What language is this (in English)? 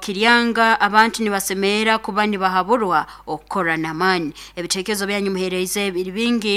Nyankole